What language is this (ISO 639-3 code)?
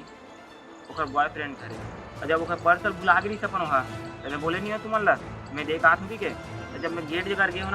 hne